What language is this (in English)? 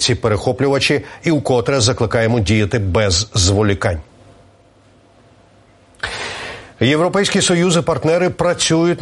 Ukrainian